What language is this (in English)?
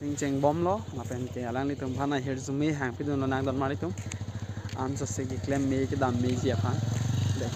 Karbi